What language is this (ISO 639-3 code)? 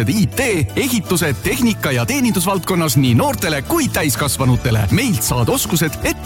est